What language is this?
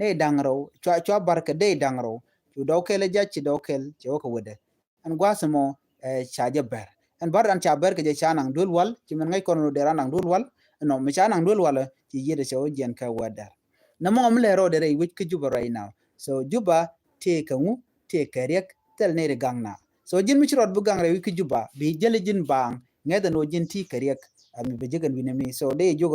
Nuer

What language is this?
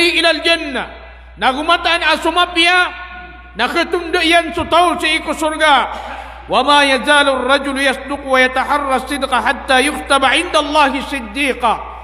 Maranao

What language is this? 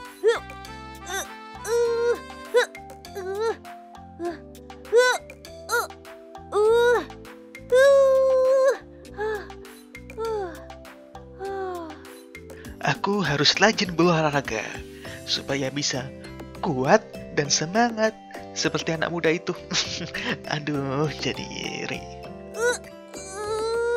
Indonesian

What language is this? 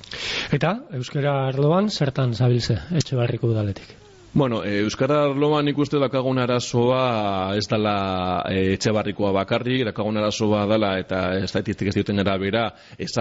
Basque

